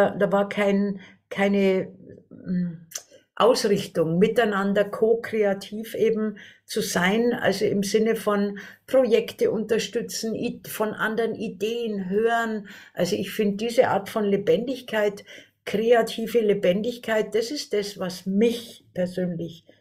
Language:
German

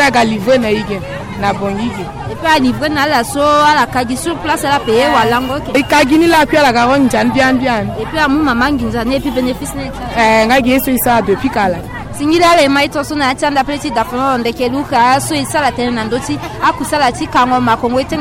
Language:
Sango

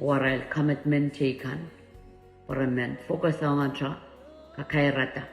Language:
Pohnpeian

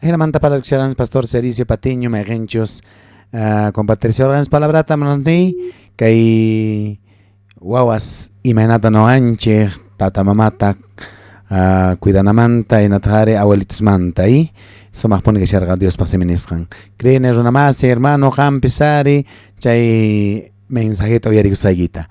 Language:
South Bolivian Quechua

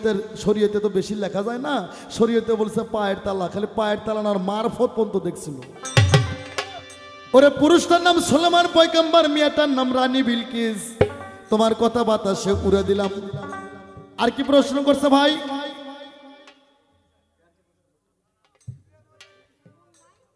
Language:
Bangla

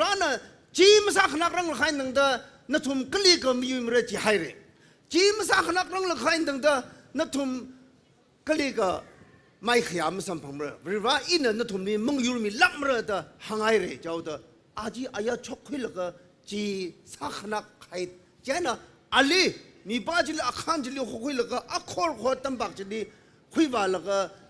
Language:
Tangkhul Naga (India)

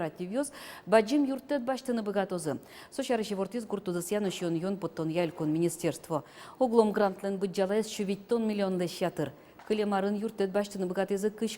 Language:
Udmurt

